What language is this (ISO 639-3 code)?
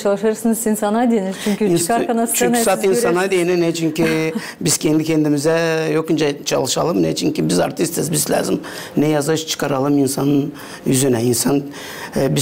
gag